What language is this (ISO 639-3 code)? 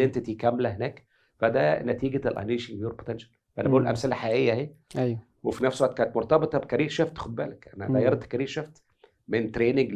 arz